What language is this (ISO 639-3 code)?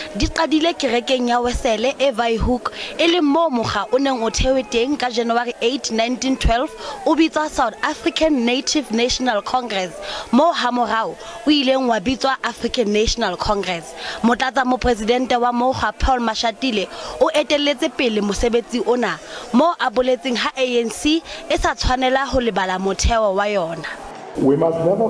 sot